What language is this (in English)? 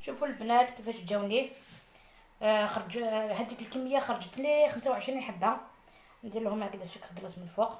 Algerian Arabic